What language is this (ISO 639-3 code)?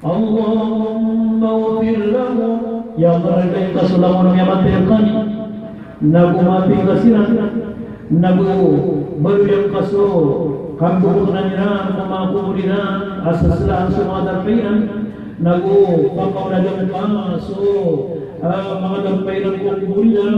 mrw